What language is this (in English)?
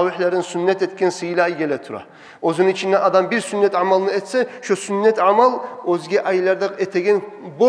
Kumyk